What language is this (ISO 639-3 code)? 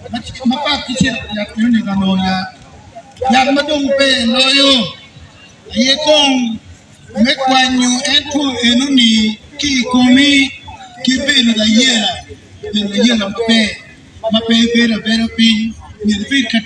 ach